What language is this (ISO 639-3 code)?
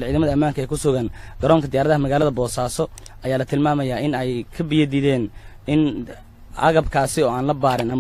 som